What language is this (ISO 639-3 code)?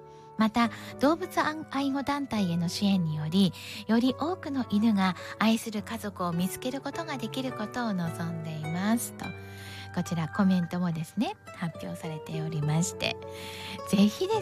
jpn